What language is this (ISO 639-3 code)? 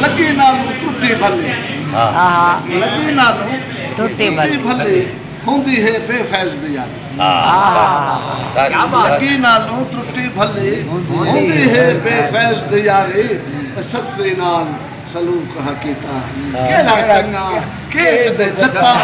skr